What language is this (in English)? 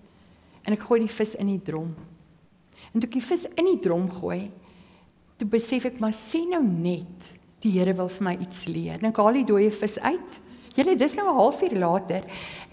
Afrikaans